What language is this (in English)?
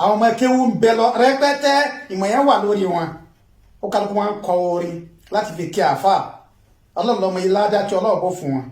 Yoruba